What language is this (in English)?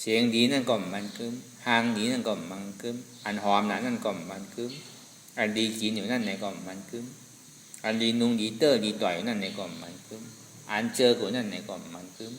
Shan